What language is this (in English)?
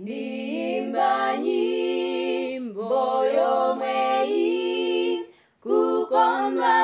Nyanja